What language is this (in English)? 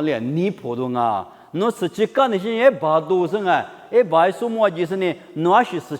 Lisu